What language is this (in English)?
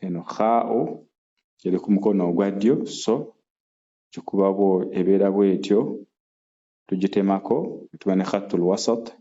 Ganda